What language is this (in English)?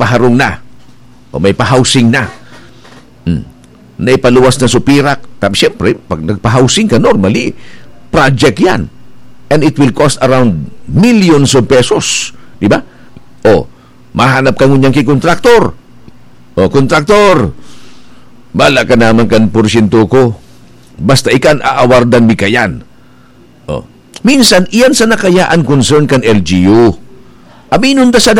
Bikol